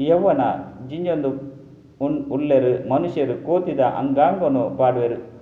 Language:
Tulu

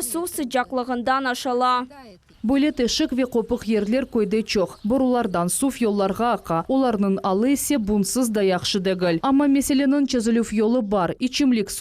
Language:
Crimean Tatar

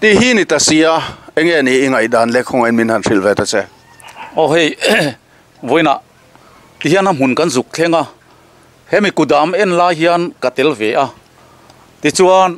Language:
Mizo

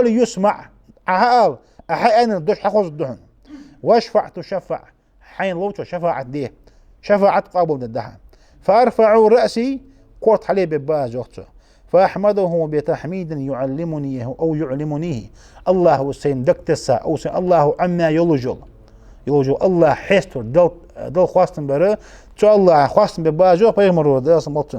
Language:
Ingush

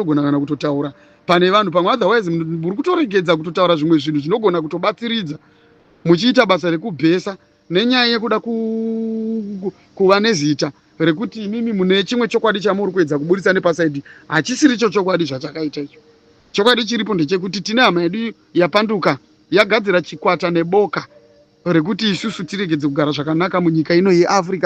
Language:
Shona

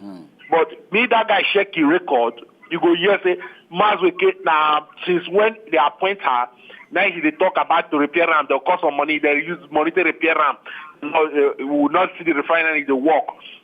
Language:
Nigerian Pidgin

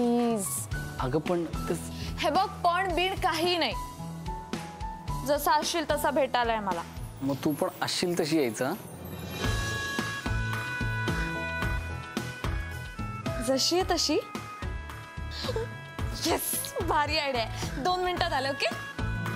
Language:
Marathi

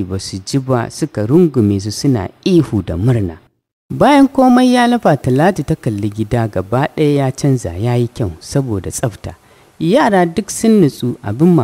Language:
Hausa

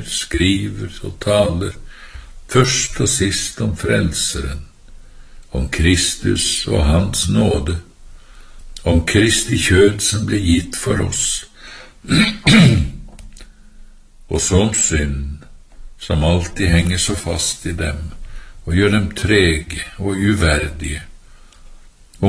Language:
Norwegian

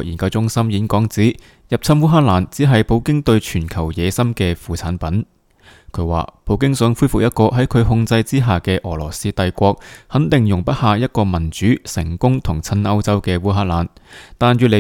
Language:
Cantonese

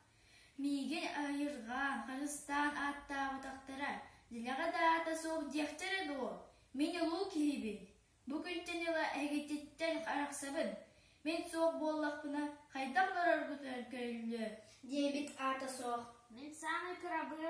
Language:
Yakut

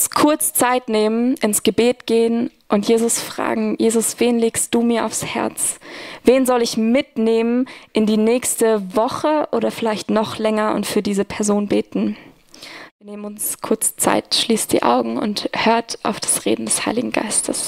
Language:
Swiss German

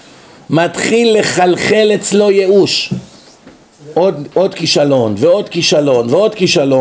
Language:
Hebrew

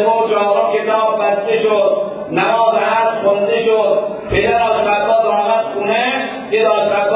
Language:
Persian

